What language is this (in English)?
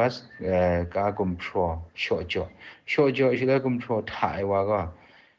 Kachin